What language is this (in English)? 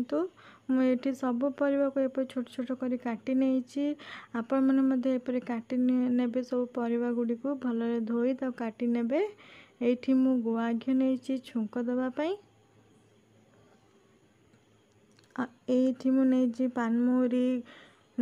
Odia